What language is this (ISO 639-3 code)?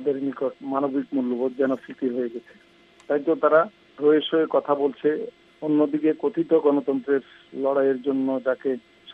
ben